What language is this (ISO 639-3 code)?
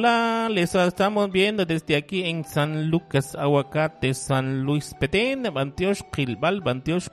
kek